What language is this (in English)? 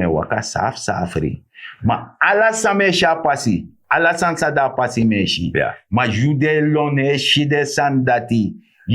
Sranan Tongo